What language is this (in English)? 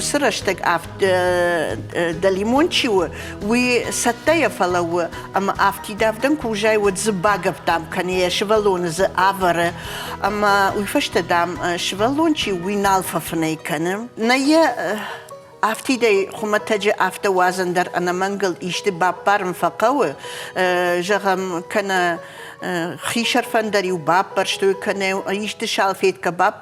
Ossetic